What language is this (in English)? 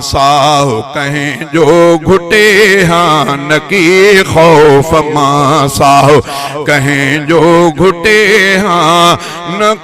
Sindhi